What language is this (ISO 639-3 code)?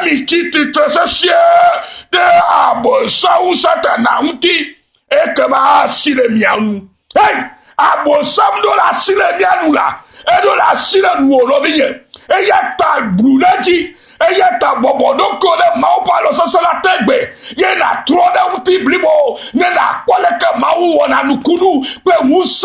ewe